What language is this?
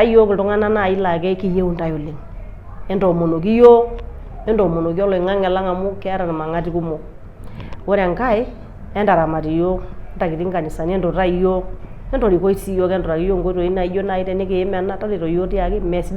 Masai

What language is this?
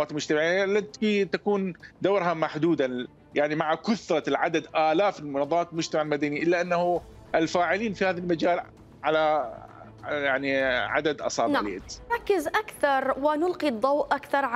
Mesopotamian Arabic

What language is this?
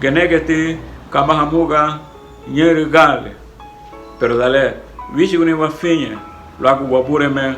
Garifuna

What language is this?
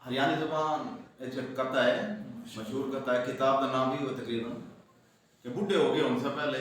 Saraiki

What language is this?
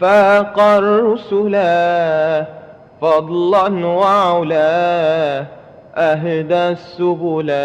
Madurese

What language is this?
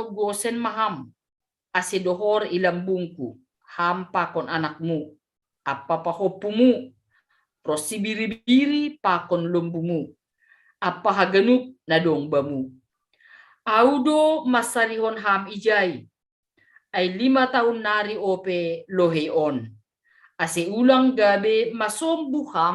Batak Simalungun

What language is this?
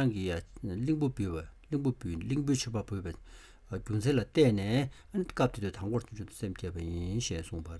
Tibetan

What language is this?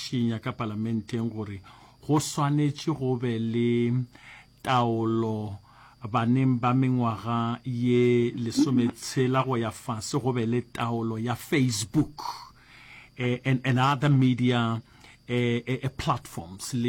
Northern Sotho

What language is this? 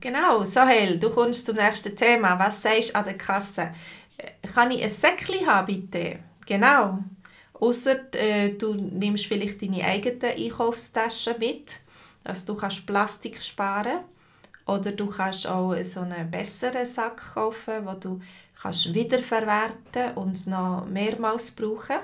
Swiss German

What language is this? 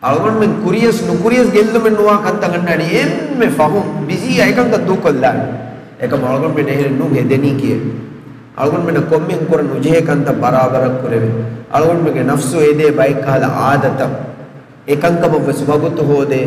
Divehi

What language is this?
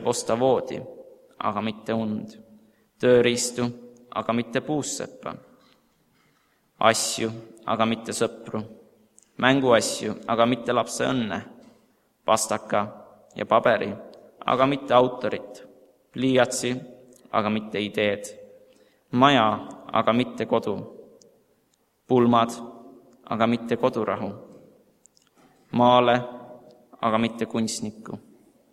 Estonian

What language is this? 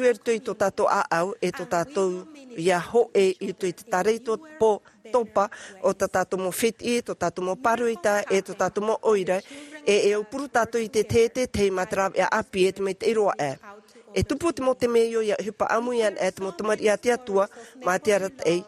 Tahitian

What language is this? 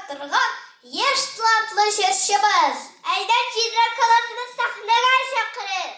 Tatar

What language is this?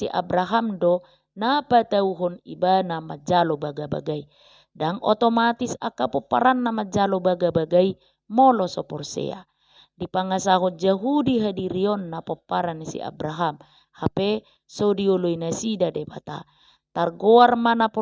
Batak Toba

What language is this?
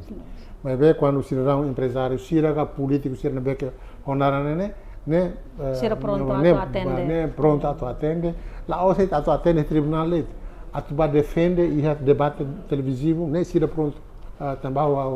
Tetum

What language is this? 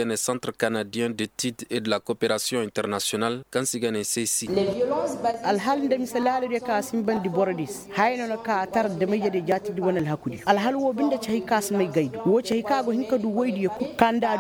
Koyraboro Senni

